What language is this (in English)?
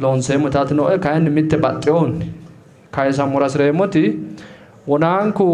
Sidamo